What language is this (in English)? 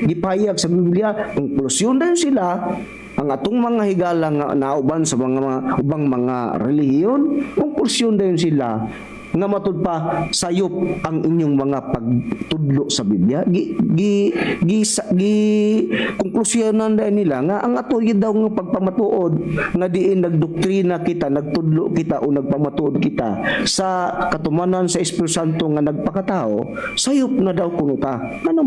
Cebuano